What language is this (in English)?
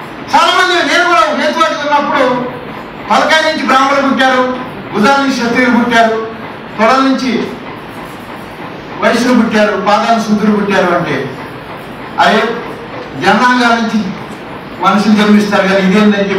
Telugu